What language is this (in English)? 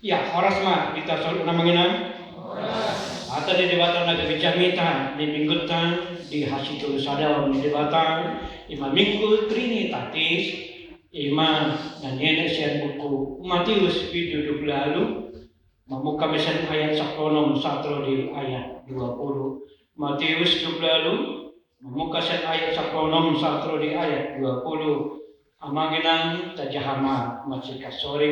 Batak Toba